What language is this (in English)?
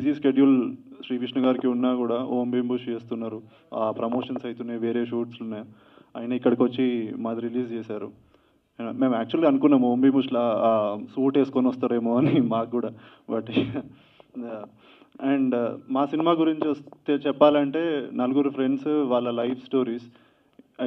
Telugu